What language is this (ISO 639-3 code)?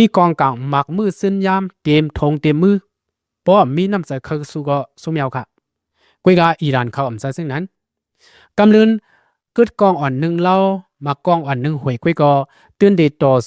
shn